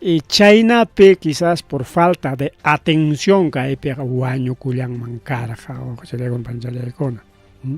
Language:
Ayacucho Quechua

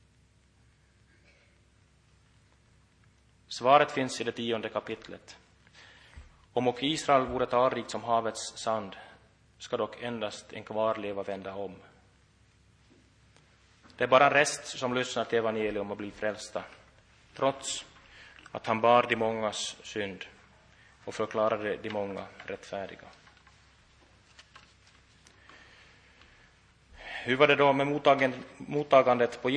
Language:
Swedish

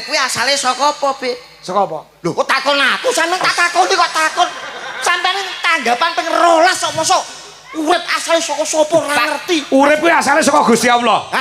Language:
Javanese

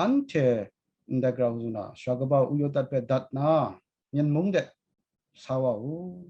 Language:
Kachin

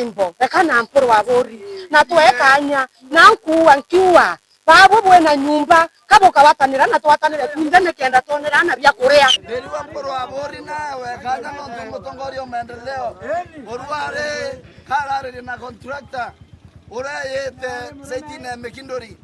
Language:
Meru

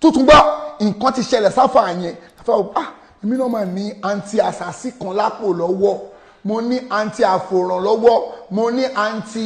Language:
Yoruba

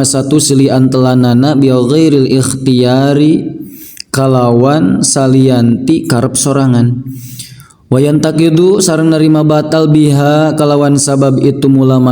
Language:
Sundanese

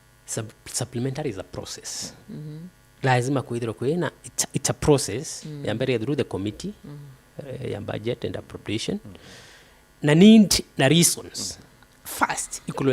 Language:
Meru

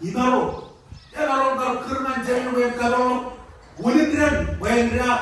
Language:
Marshallese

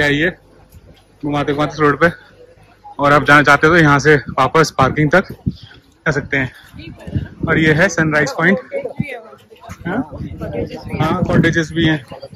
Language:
Hindi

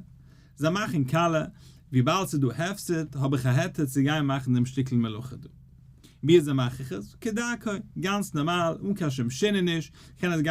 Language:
Yiddish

